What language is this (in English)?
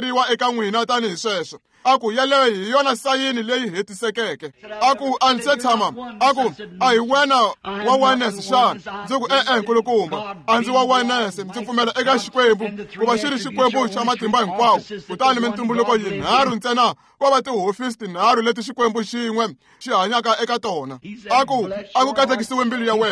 Tsonga